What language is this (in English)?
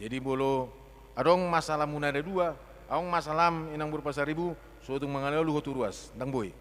Batak Toba